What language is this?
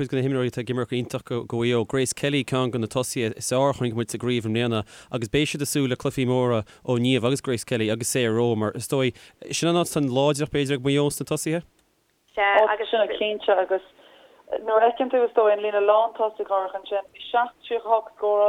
Irish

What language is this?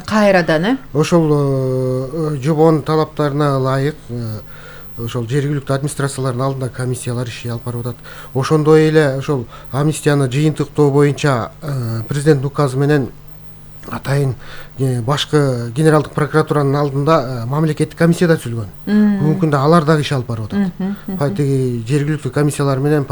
Kyrgyz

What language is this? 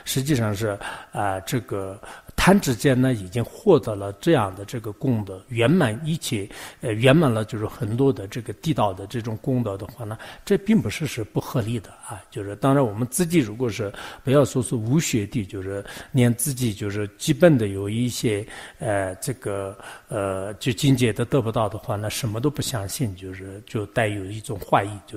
Chinese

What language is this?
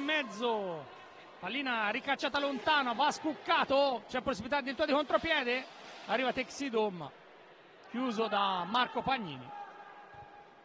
Italian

